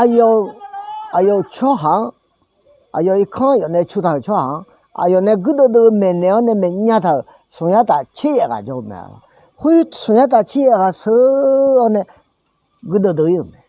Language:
Akha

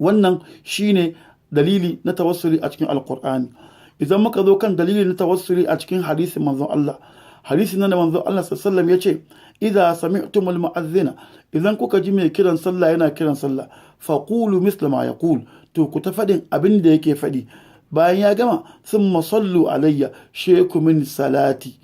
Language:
Hausa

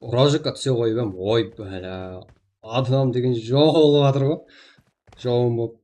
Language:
Kara-Kalpak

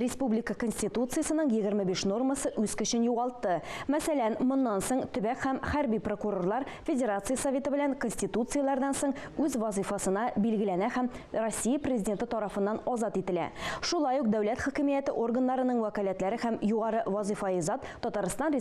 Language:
Tatar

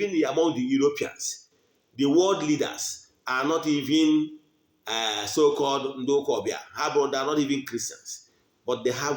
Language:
Igbo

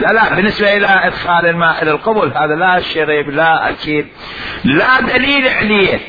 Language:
Mesopotamian Arabic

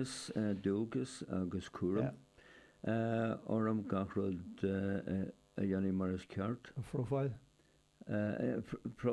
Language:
Irish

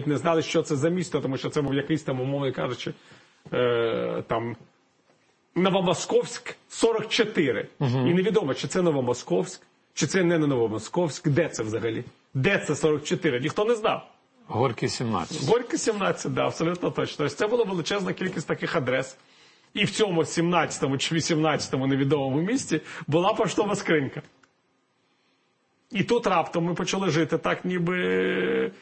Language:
Ukrainian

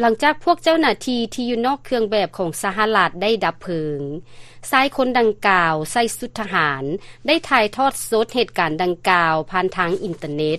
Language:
Lao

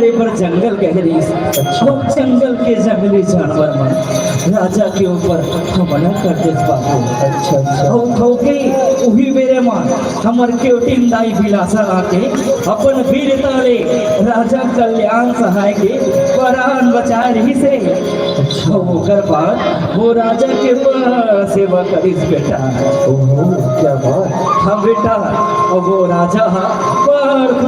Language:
Chhattisgarhi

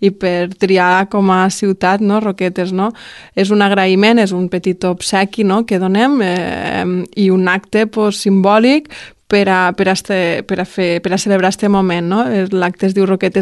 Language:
Catalan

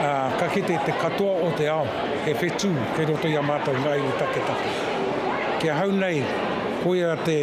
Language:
Māori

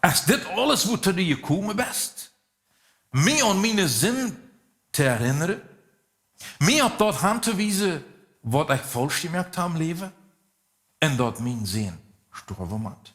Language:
Plautdietsch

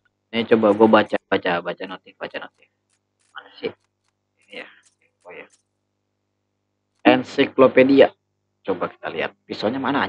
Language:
Indonesian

